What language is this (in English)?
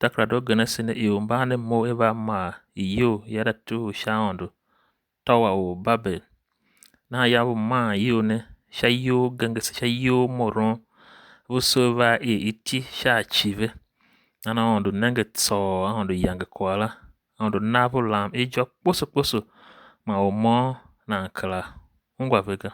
Tiv